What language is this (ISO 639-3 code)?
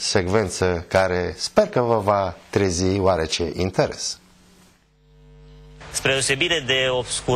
ron